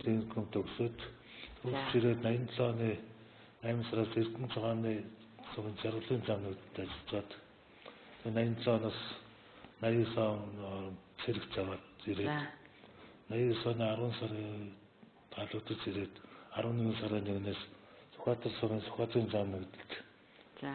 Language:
Mongolian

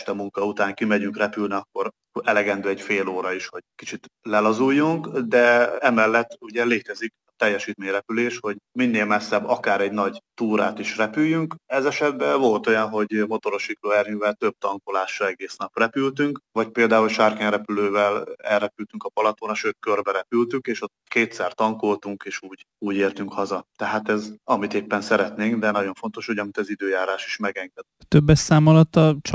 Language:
Hungarian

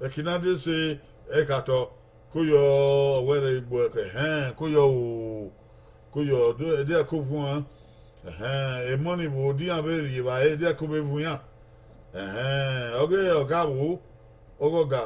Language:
Bini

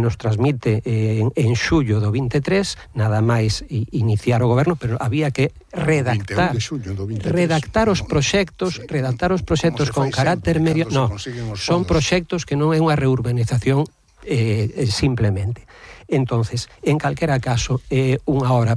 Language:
Galician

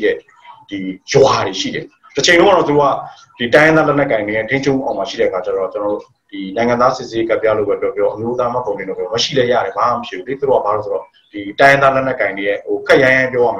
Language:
Burmese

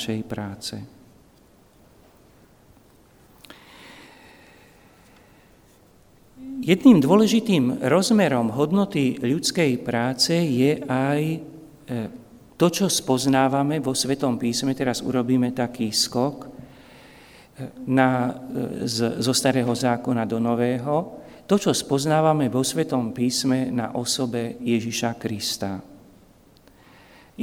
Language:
Slovak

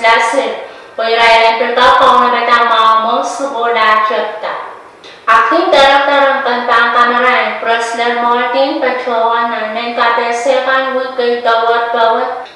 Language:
Pohnpeian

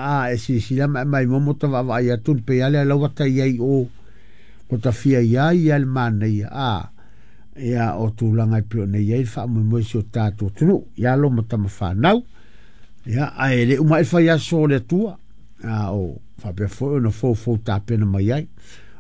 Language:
Samoan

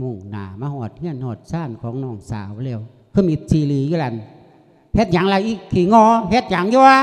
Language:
Lao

